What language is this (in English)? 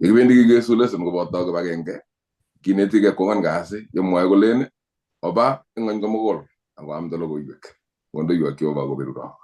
Kalenjin